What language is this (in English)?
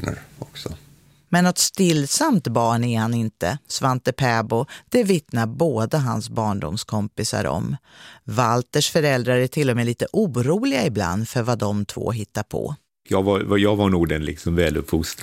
Swedish